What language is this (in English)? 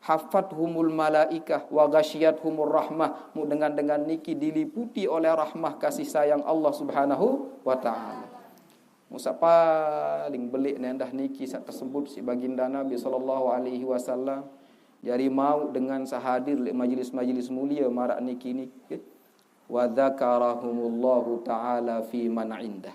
Sasak